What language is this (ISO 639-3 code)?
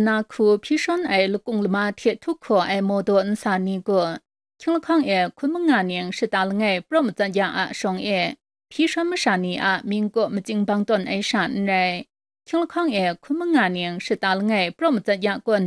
kac